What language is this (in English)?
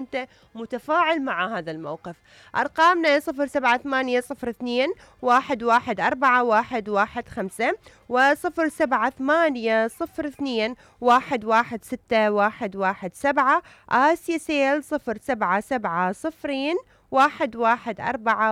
Mesopotamian Arabic